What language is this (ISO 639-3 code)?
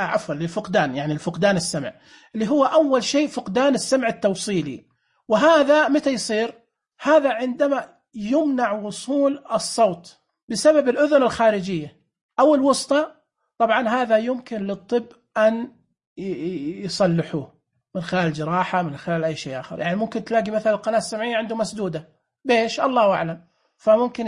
ars